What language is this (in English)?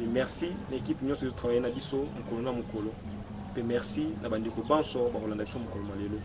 Lingala